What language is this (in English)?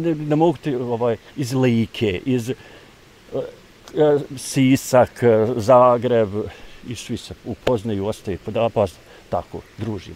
Bosnian